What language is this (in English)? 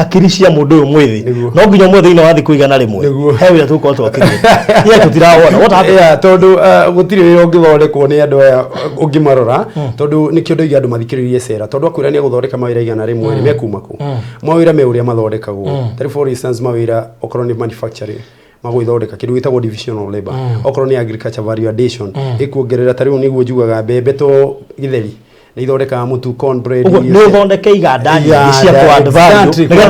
Kikuyu